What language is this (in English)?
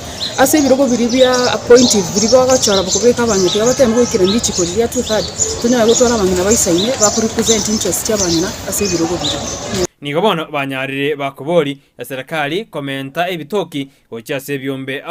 Gusii